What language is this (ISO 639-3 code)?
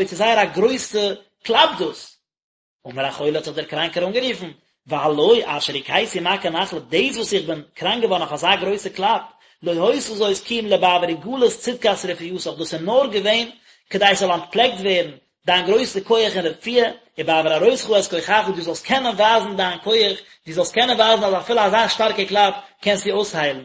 yid